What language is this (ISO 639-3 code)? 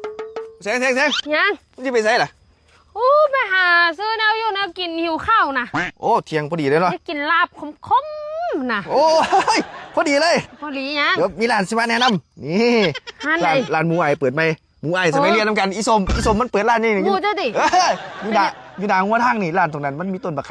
tts